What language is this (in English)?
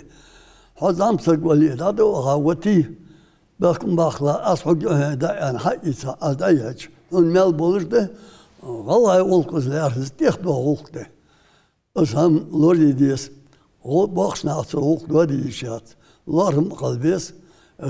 Ingush